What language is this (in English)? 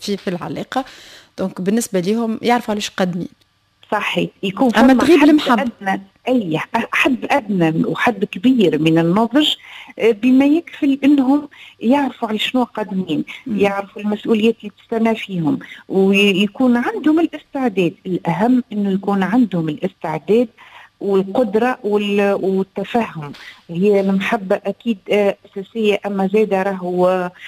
Tunisian Arabic